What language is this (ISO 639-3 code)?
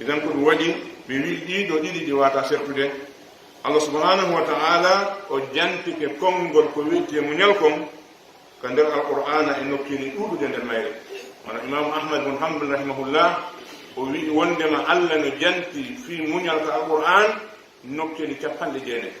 fuf